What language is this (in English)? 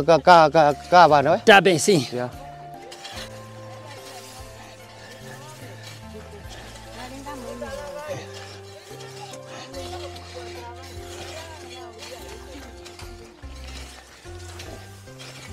Portuguese